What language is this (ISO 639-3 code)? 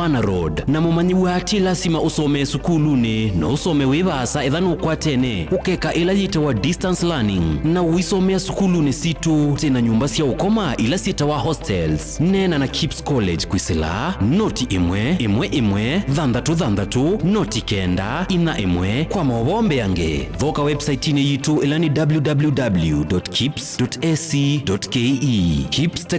kam